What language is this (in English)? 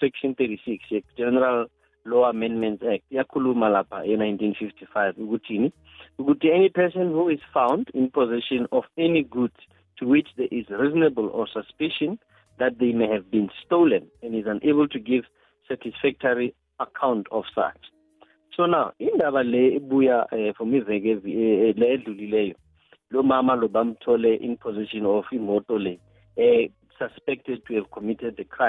South Ndebele